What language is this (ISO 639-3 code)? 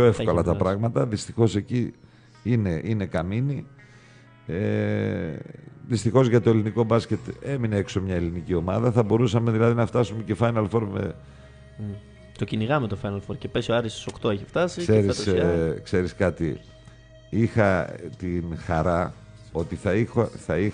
ell